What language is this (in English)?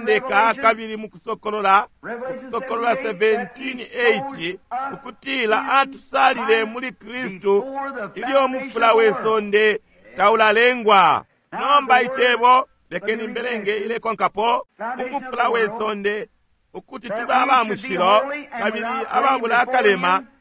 Bemba